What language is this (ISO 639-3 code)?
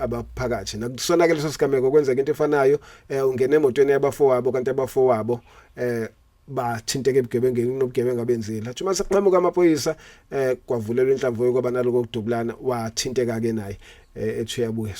zul